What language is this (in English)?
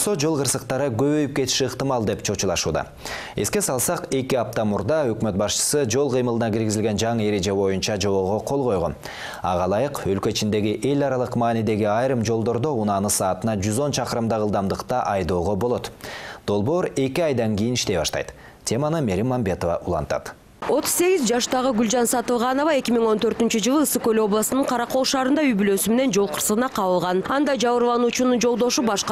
Kyrgyz